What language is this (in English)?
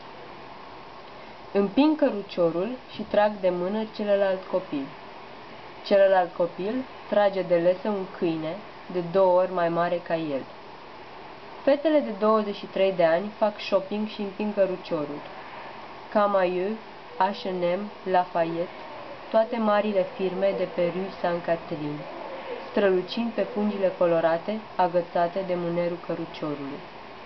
Romanian